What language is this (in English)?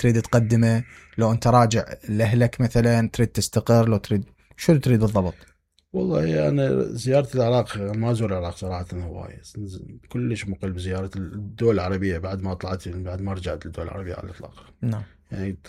Mesopotamian Arabic